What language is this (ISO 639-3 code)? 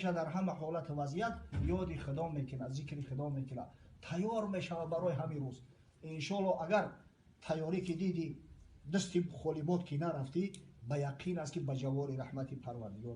tgk